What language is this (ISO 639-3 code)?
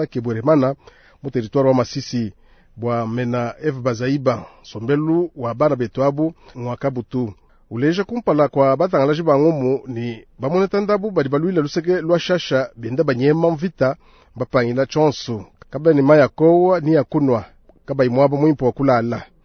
lua